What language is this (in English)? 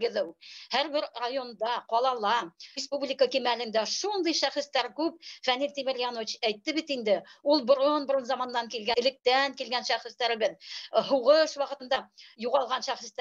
Bashkir